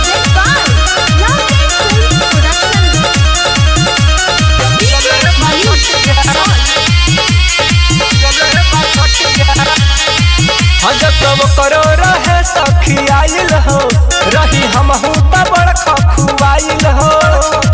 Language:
Bhojpuri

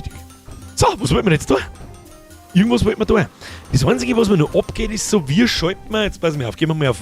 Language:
Bavarian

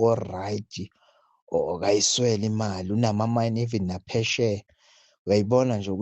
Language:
Zulu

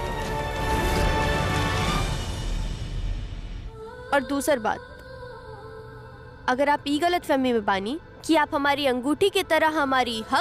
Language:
Bhojpuri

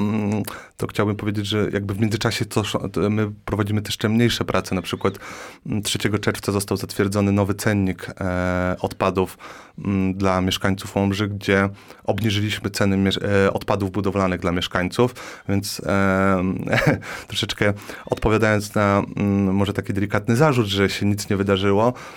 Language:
Polish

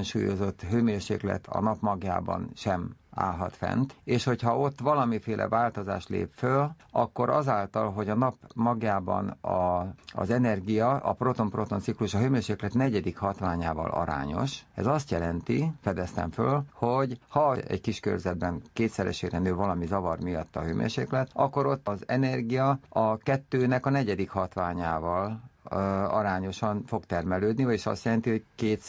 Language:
Hungarian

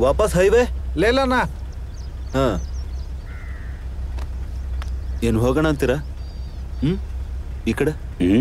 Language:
Kannada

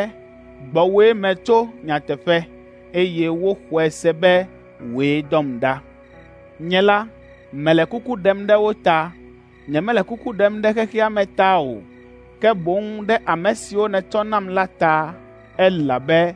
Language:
Ewe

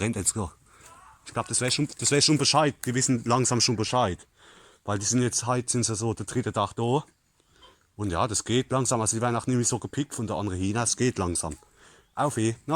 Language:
Palatine German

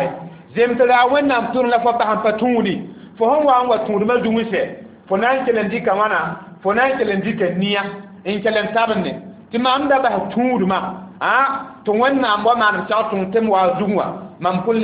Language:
Mossi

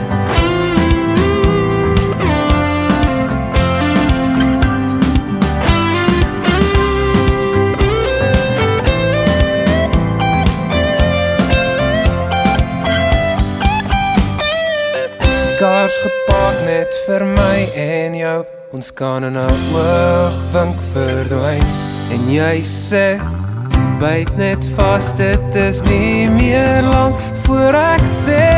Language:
Afrikaans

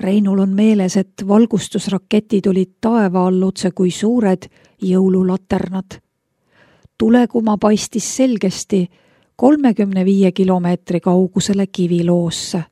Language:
Estonian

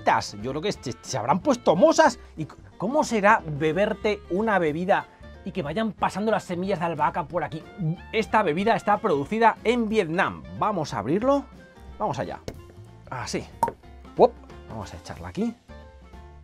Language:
Spanish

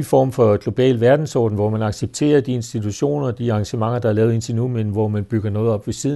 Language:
Danish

